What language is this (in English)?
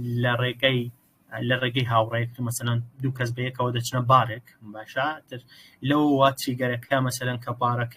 Central Kurdish